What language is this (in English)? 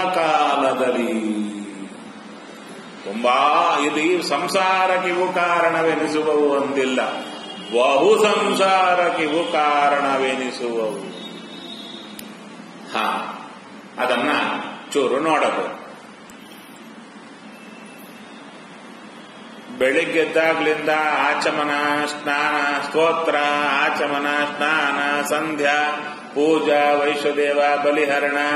Kannada